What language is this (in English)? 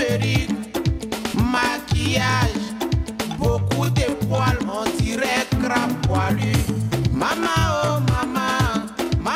French